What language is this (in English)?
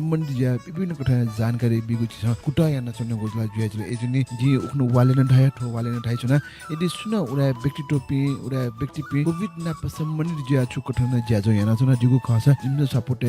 Newari